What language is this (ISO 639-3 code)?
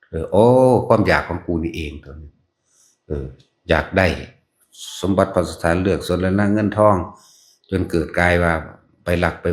tts